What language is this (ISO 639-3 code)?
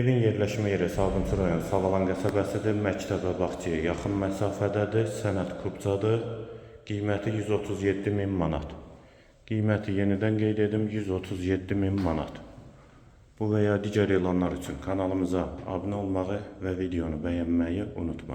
aze